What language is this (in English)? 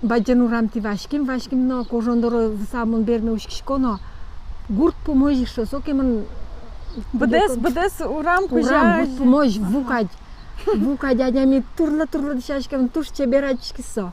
Udmurt